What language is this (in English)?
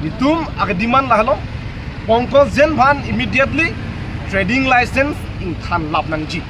Karbi